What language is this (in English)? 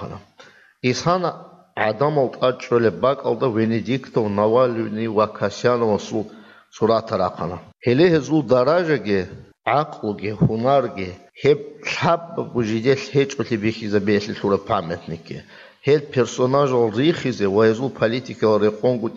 Avaric